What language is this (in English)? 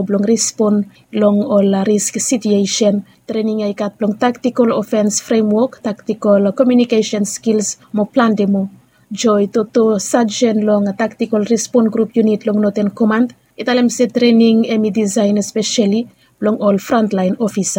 Bislama